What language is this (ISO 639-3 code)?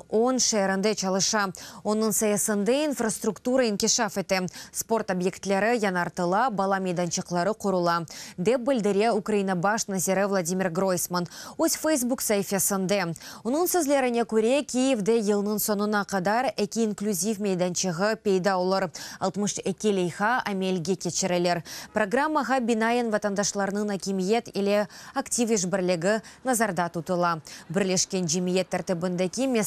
crh